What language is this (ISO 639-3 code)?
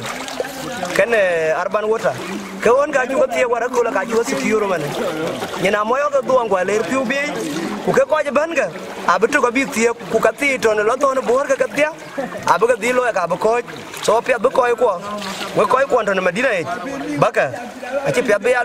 din